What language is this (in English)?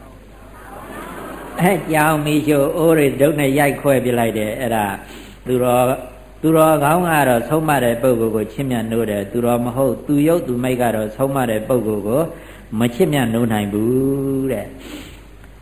Burmese